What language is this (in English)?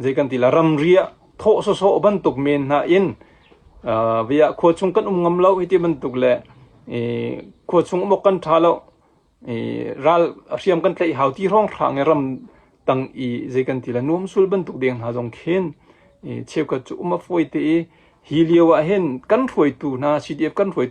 Hakha Chin